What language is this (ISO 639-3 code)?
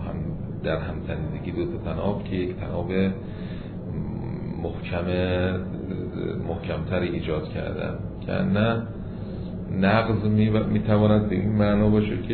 fas